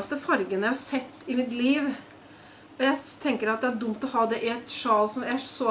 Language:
Norwegian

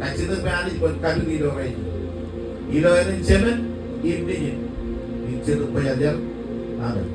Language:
Marshallese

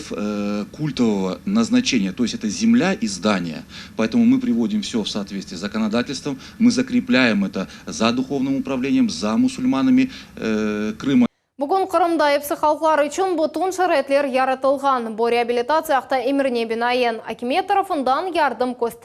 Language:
Crimean Tatar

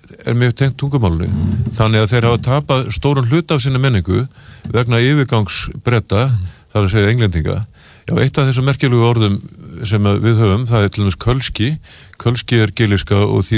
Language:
Icelandic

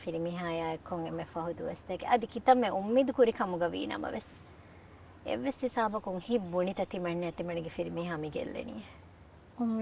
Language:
Divehi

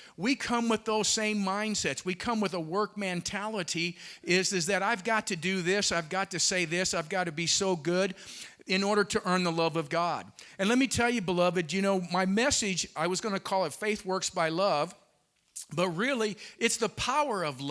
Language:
English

